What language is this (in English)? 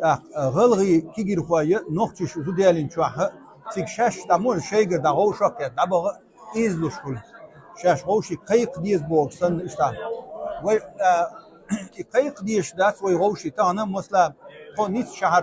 Chechen